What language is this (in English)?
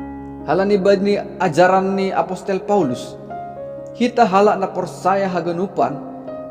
Batak Simalungun